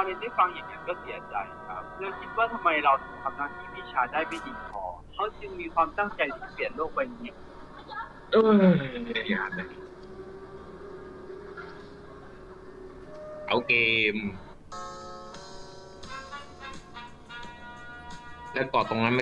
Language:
Thai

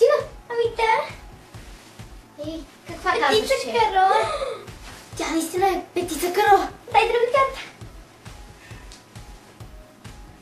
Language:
Bulgarian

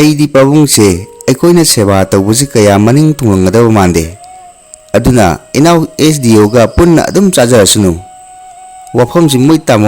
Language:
Manipuri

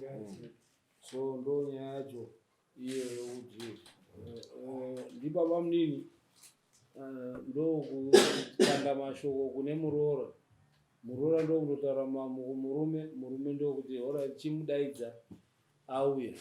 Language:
Shona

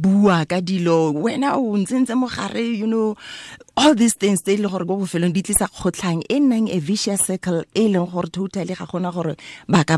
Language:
Tswana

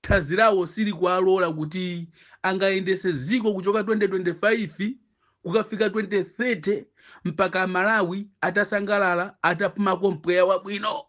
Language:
Nyanja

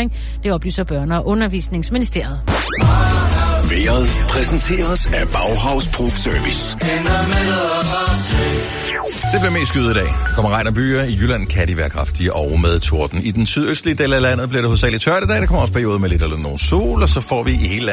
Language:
Danish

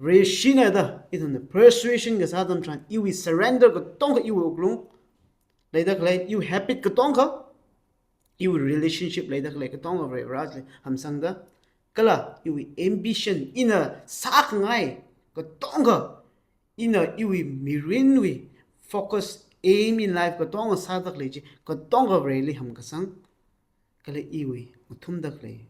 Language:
Tangkhul Naga (India)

